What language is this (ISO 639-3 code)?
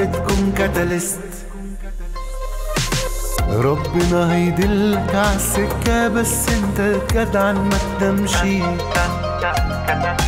arz